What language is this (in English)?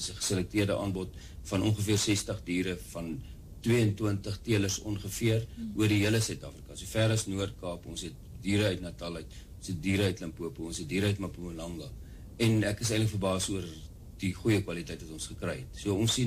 Afrikaans